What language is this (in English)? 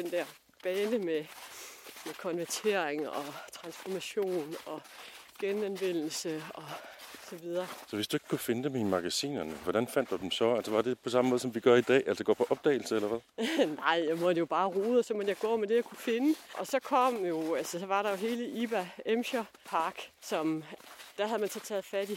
Danish